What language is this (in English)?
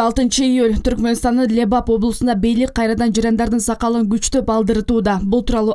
Kyrgyz